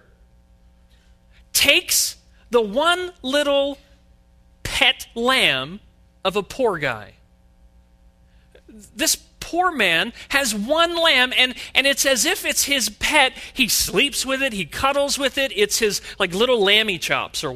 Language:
English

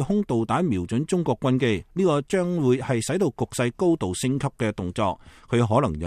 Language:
Cantonese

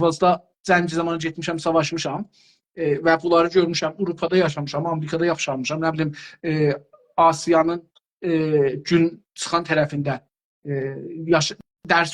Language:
South Azerbaijani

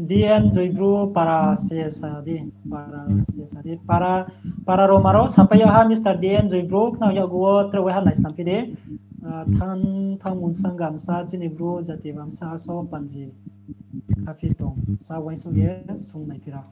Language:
Riang (India)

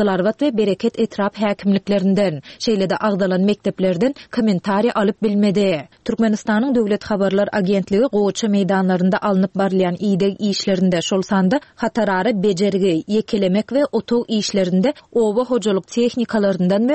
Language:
Turkmen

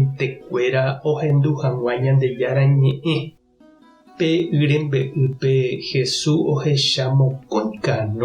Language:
Guarani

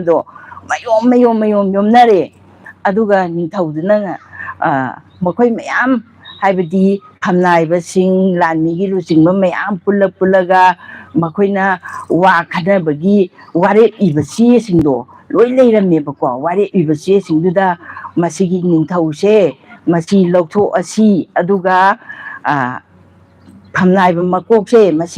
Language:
Manipuri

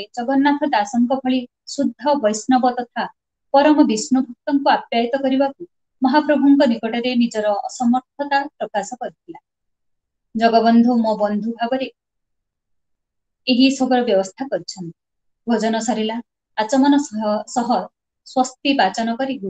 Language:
Odia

